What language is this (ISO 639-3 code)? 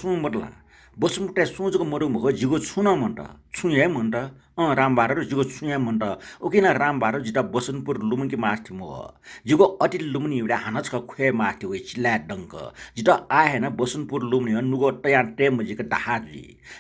new